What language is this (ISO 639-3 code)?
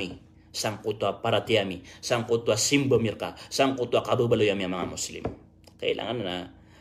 mrw